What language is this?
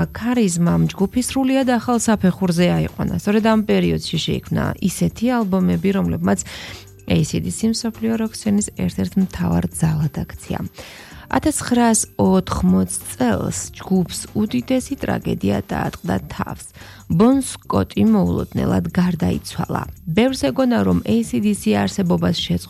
Georgian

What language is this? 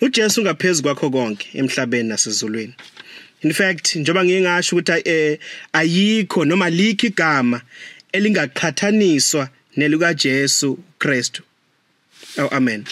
Zulu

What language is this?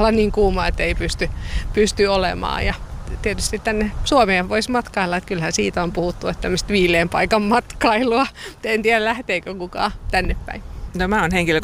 Finnish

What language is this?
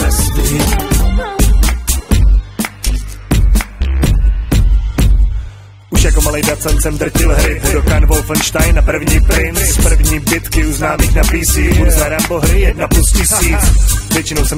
Czech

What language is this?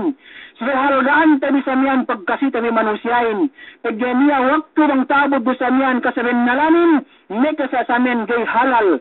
Yakan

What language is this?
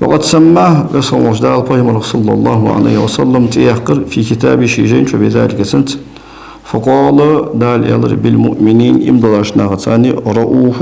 Ingush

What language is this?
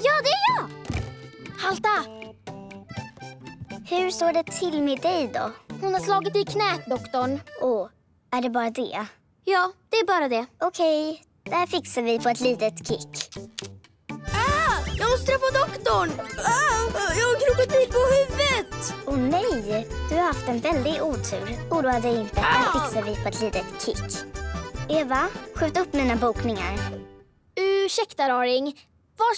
Swedish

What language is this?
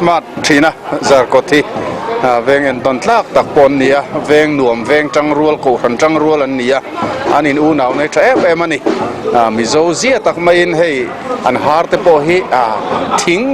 Mizo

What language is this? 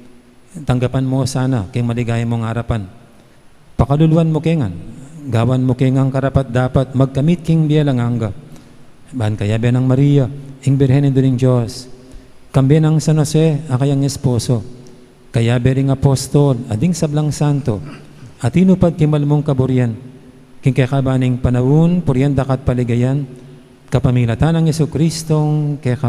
Pampanga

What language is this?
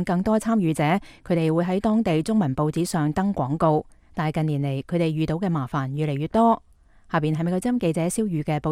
Cantonese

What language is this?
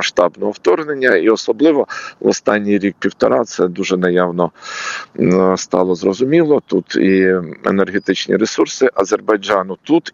Ukrainian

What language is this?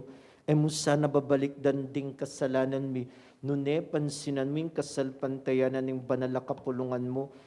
Pampanga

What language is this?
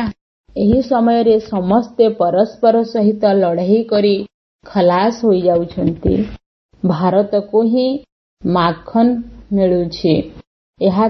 Odia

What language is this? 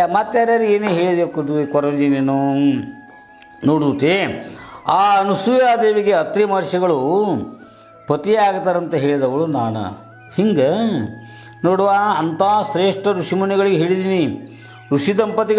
Kannada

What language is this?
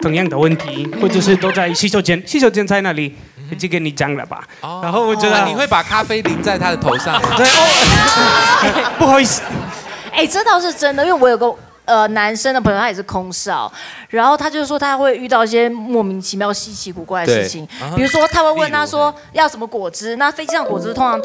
Chinese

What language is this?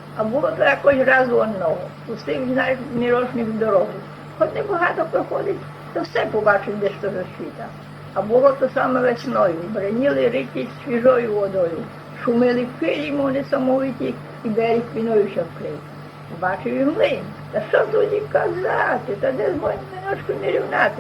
Rusyn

